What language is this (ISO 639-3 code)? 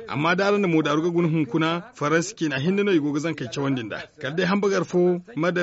dje